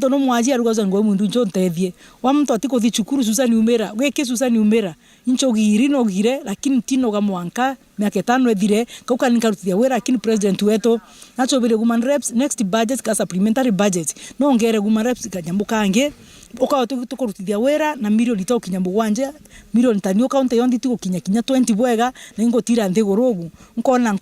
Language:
Meru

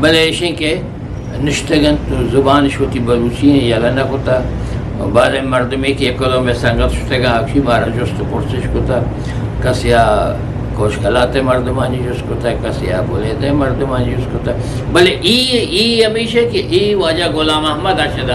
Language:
Eastern Balochi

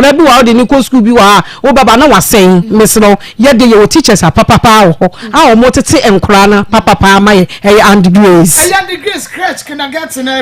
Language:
Akan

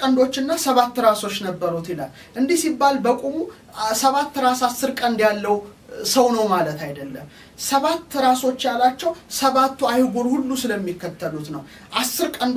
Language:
Amharic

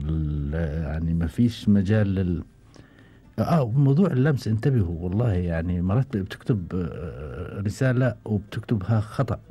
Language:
Gulf Arabic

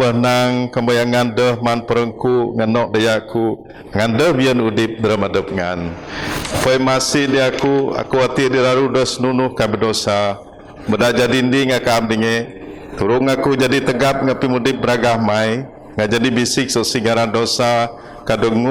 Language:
Biatah Bidayuh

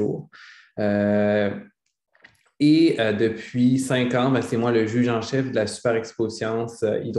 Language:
French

